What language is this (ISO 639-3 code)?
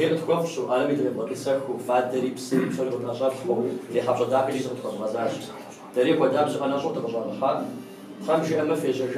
kbd